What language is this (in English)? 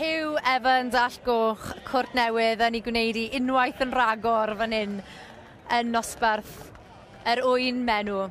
Welsh